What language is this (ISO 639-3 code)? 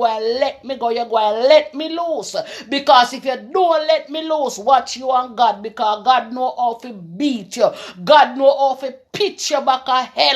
jam